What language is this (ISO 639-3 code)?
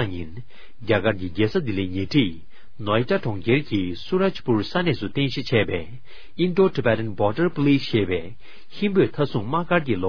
bod